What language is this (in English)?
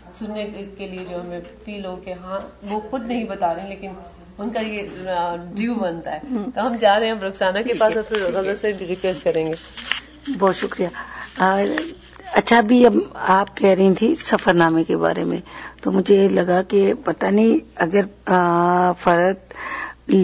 Urdu